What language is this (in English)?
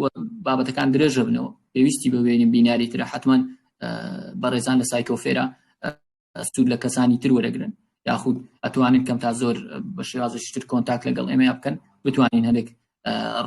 Central Kurdish